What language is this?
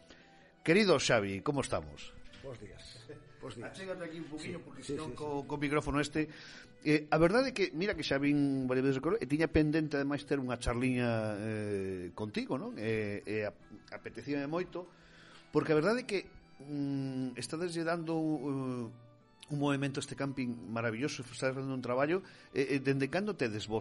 Galician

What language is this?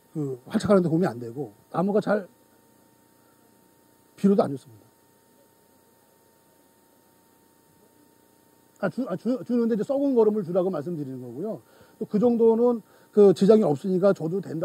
Korean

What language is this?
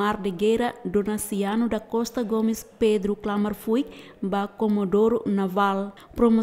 Tetum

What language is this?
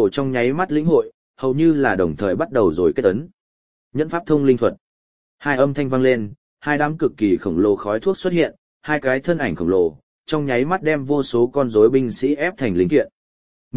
Vietnamese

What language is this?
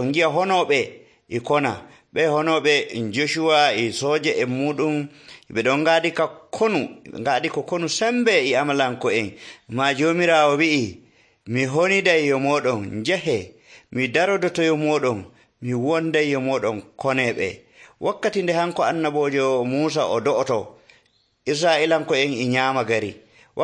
Nigerian Fulfulde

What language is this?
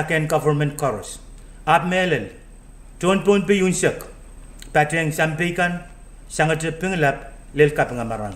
Pohnpeian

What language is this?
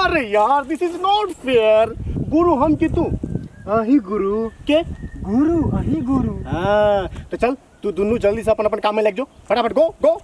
Maithili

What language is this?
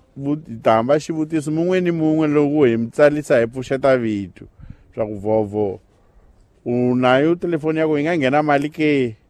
Tsonga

